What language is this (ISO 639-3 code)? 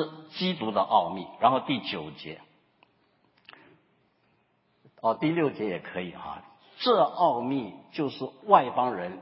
zho